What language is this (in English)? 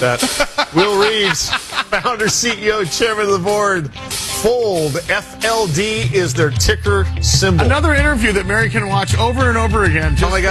English